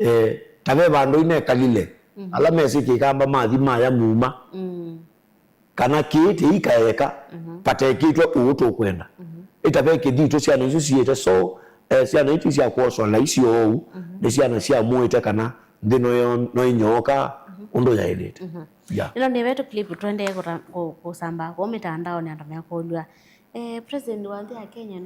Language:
Kamba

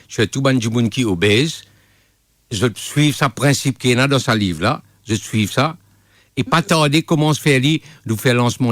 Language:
Morisyen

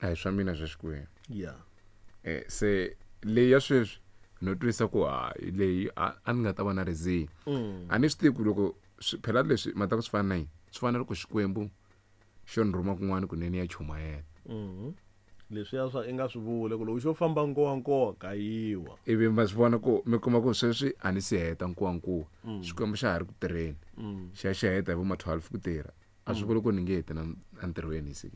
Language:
Tsonga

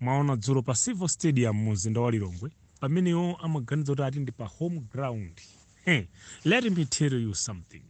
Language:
Nyanja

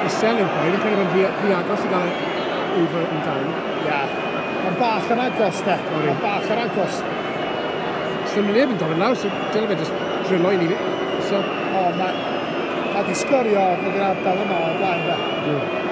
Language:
Welsh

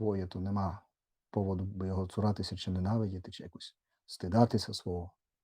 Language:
Rusyn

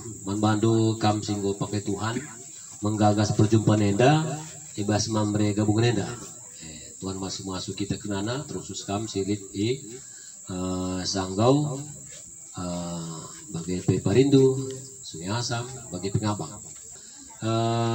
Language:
Batak Karo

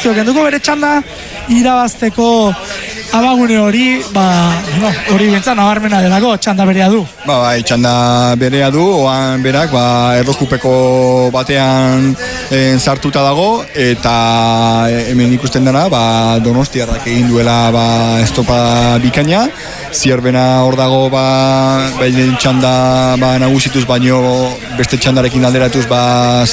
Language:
Basque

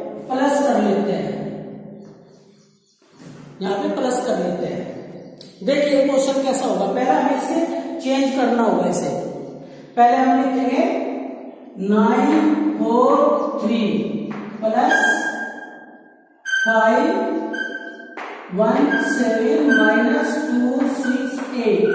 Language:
Hindi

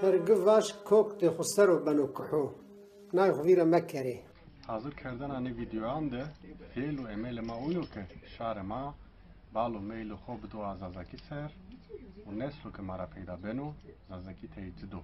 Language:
Zaza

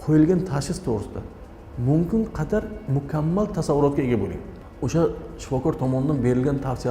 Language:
Uzbek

